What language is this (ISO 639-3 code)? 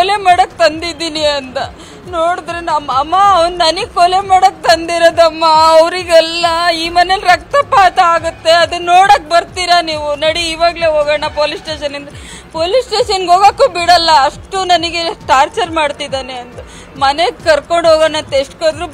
kan